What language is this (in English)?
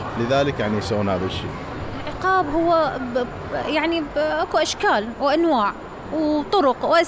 Mesopotamian Arabic